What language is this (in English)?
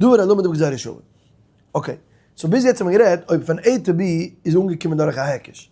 Yiddish